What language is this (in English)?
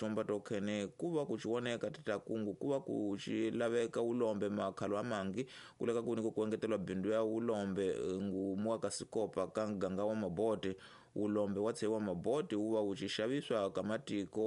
Tsonga